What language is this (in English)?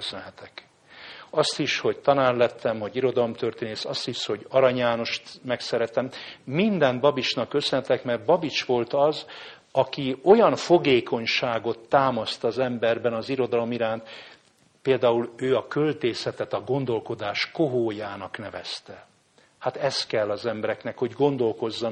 Hungarian